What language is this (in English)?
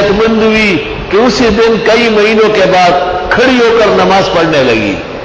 Urdu